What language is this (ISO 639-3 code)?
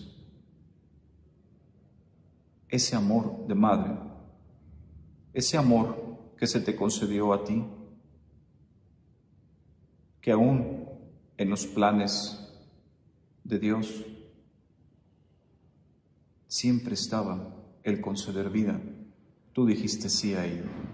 spa